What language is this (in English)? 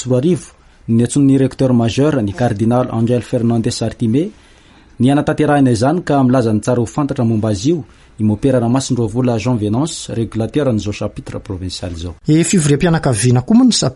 Malagasy